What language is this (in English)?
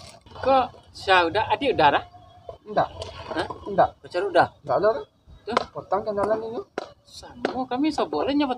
Minangkabau